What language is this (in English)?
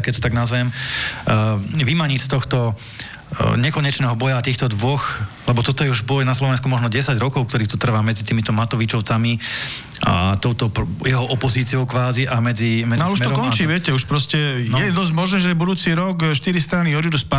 Slovak